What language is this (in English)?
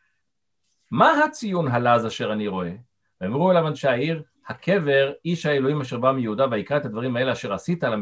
Hebrew